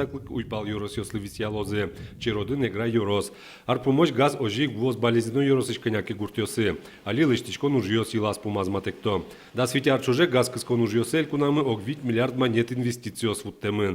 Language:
Udmurt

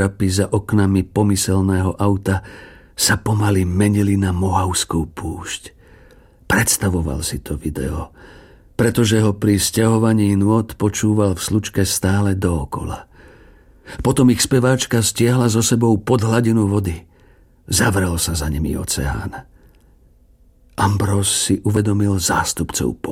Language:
Slovak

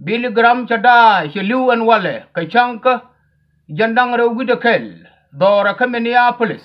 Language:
Nuer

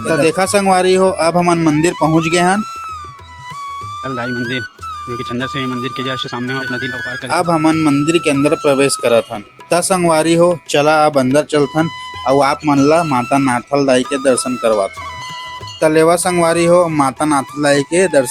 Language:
Chhattisgarhi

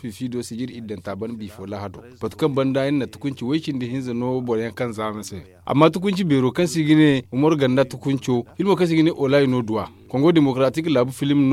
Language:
Zarma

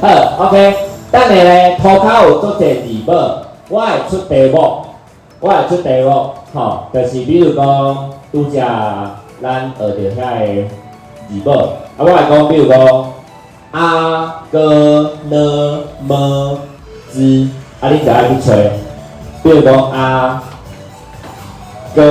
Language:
Min Nan Chinese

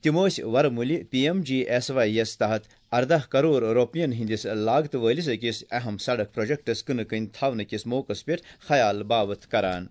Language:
Kashmiri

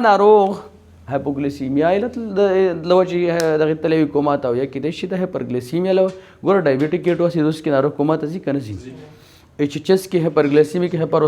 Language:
Pashto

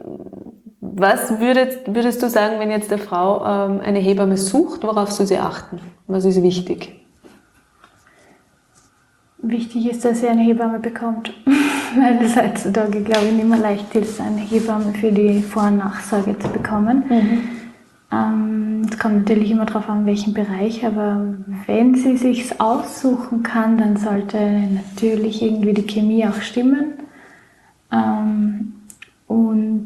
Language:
German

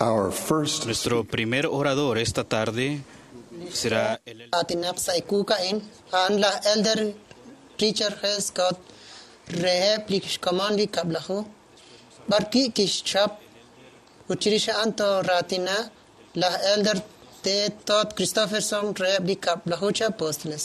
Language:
Kekchí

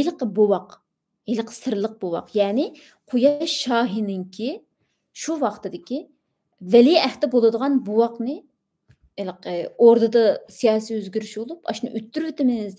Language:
Uyghur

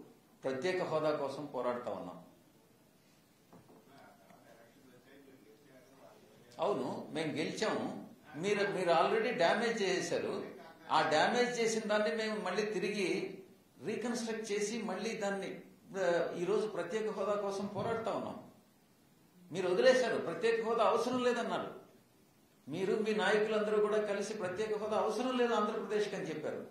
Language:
Telugu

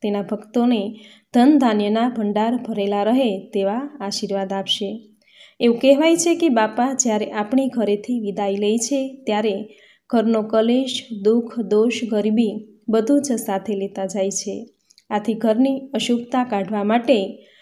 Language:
Gujarati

